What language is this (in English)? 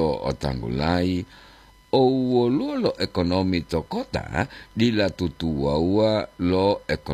Gorontalo